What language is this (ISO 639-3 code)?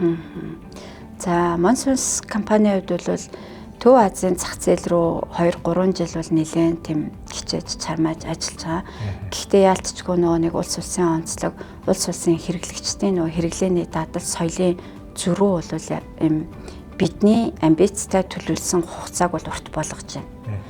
mon